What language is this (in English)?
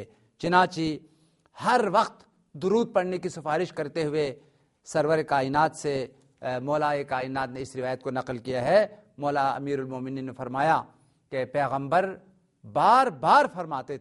Urdu